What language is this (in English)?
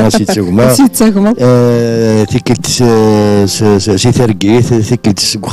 Kabyle